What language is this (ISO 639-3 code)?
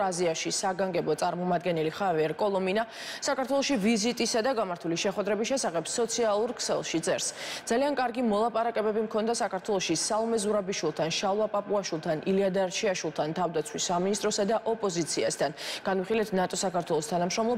kat